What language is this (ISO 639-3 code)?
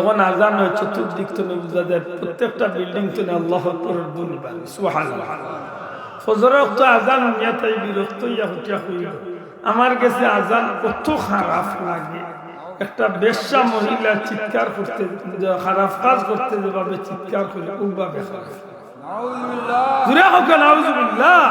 syl